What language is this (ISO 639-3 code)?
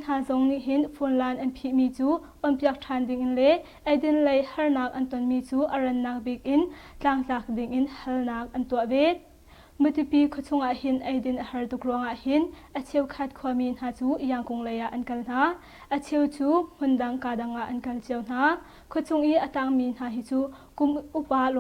cnh